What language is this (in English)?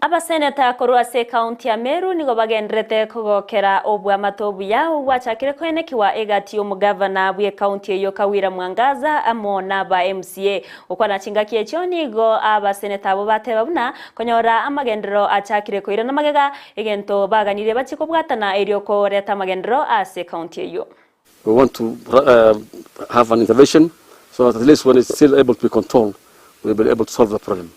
Gusii